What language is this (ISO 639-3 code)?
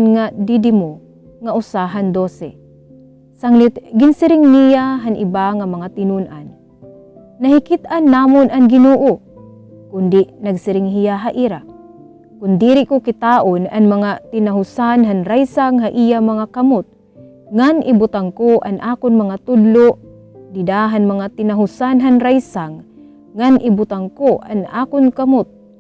war